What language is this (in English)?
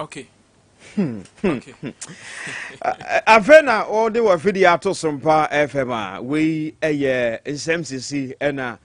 Akan